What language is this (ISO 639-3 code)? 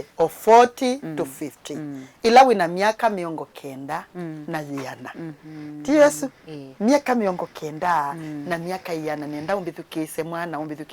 kam